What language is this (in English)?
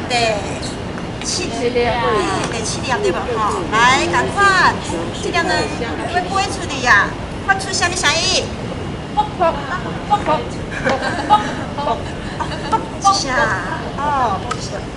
Min Nan Chinese